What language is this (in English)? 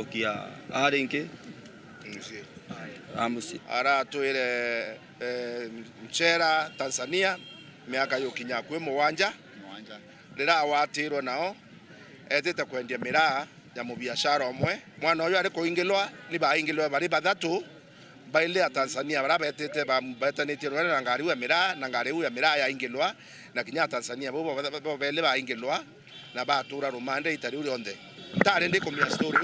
Meru